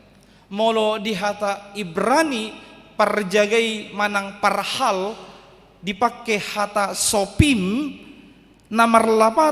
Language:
Batak Toba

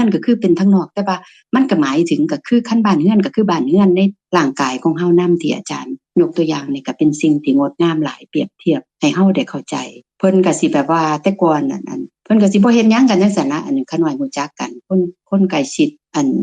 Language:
Lao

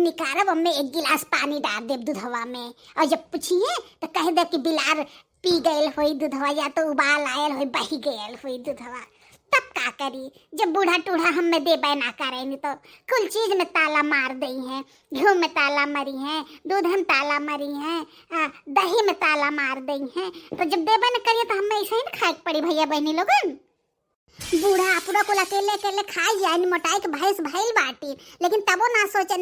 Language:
Bhojpuri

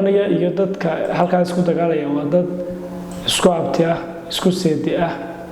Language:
Somali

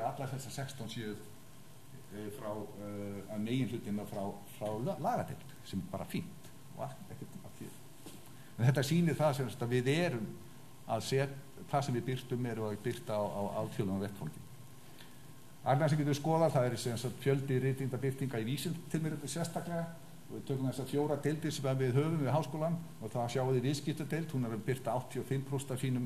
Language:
Icelandic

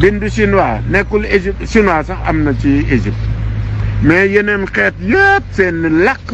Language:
Wolof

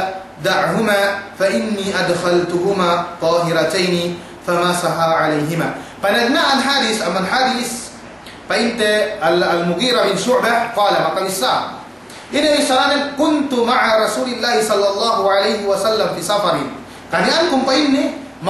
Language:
Yakan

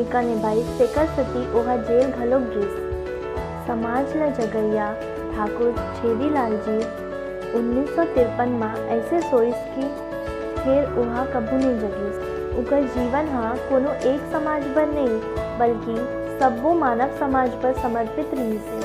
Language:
Chhattisgarhi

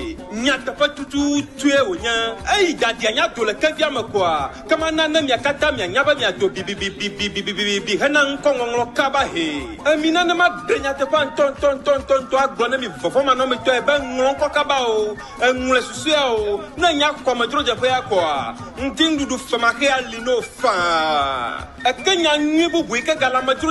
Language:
Ewe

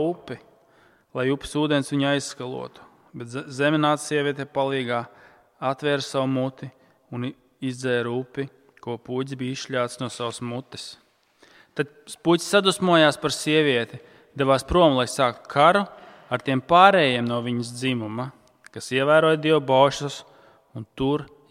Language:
Latvian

